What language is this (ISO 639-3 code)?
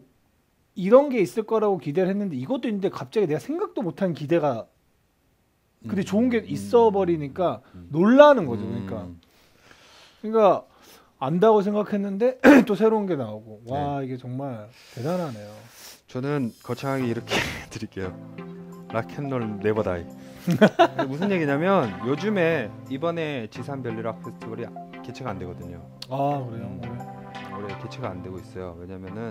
kor